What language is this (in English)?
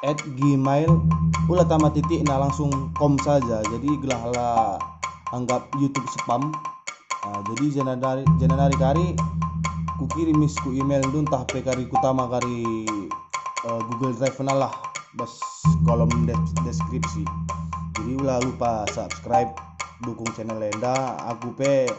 Batak Karo